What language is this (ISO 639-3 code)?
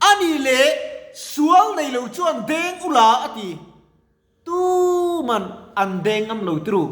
lus